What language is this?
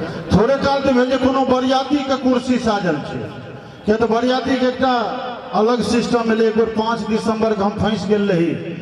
Maithili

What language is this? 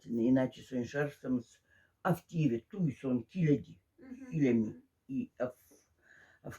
Moksha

